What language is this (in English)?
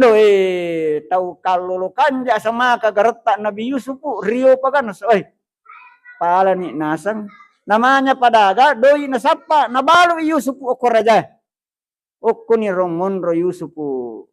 Buginese